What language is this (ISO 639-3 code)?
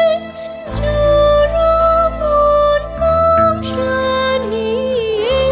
kac